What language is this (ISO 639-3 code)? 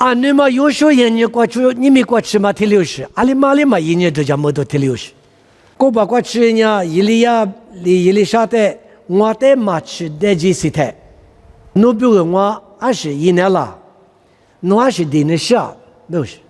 lis